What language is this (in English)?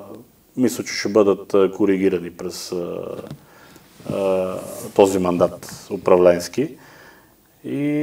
Bulgarian